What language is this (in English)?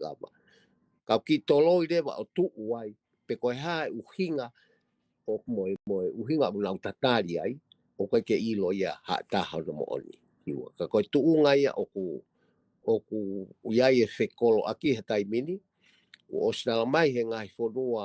Tongan